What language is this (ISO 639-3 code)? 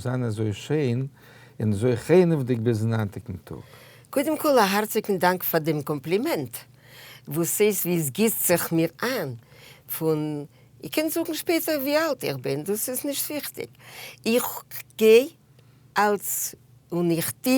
yid